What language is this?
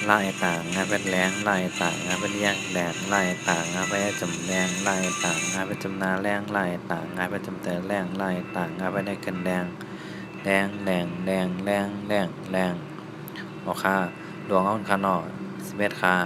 Shan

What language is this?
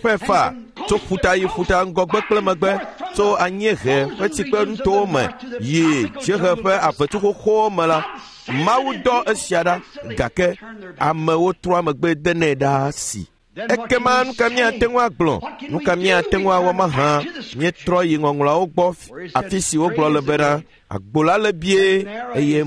Ewe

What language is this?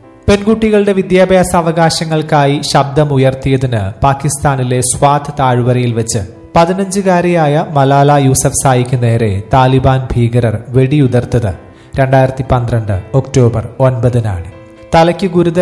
Malayalam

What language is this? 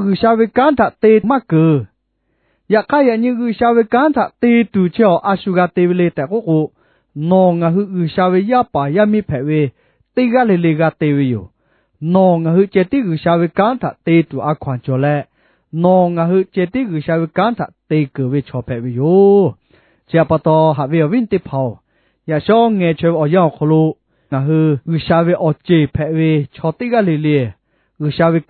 Lahu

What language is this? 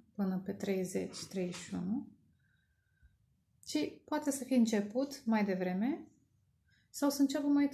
Romanian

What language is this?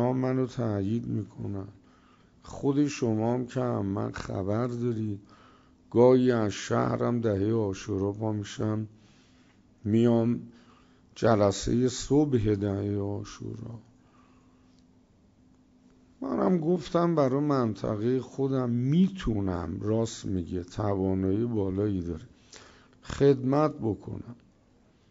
Persian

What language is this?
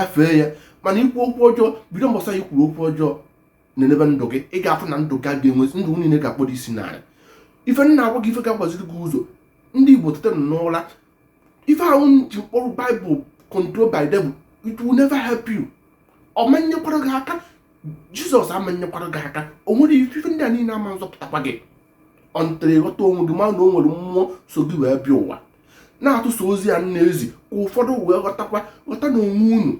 Igbo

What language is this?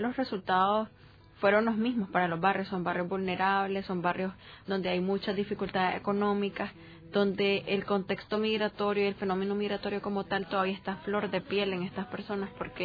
Spanish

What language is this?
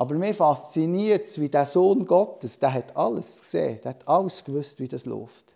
Swiss German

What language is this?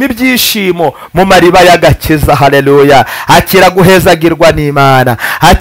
Kinyarwanda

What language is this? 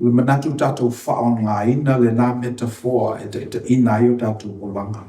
Samoan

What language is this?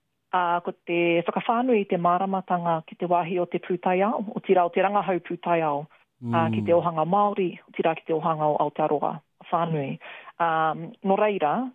Māori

